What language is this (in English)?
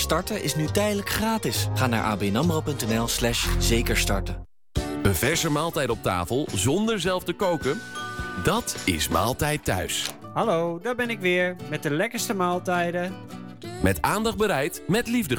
Dutch